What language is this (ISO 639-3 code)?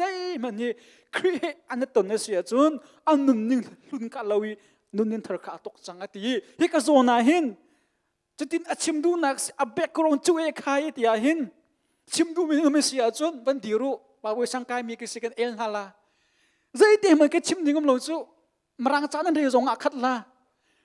cnh